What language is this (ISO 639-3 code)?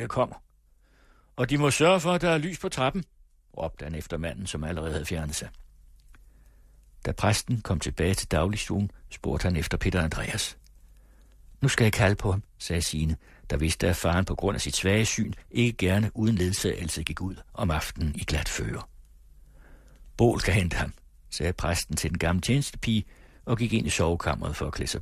dan